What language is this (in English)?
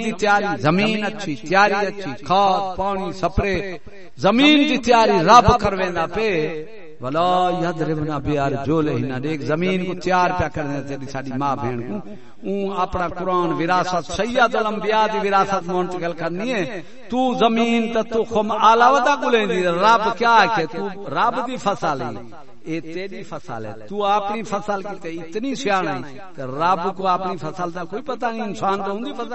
Saraiki